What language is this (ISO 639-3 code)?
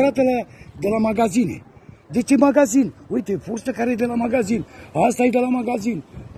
ron